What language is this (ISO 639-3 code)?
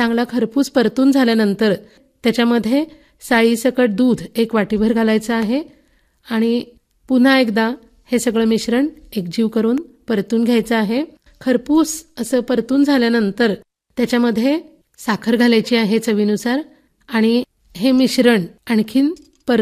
mar